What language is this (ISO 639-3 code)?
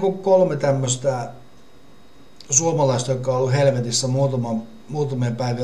fin